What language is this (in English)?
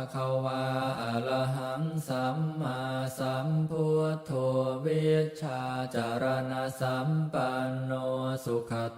Pali